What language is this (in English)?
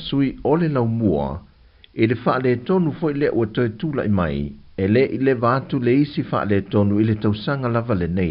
Samoan